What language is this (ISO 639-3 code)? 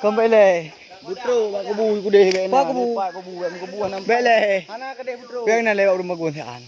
ace